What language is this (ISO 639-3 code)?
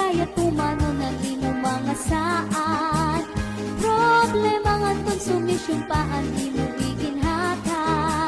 war